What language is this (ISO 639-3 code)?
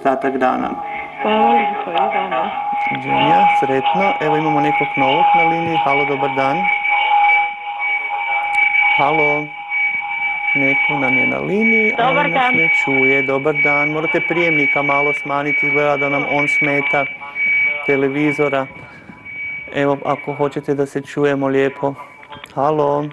hrv